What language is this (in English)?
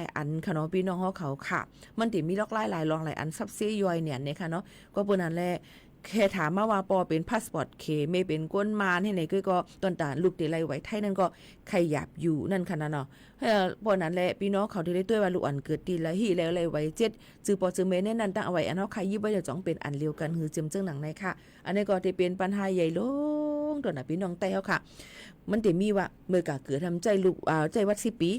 Shan